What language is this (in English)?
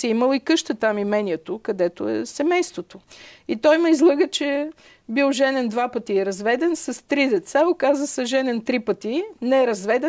Bulgarian